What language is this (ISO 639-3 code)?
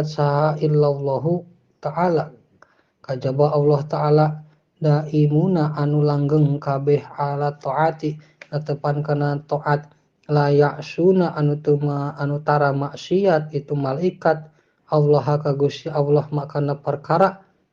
sun